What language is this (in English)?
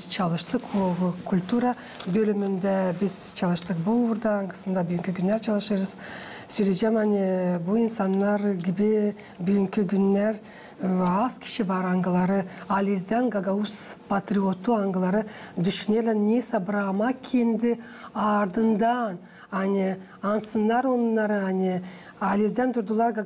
Gagauz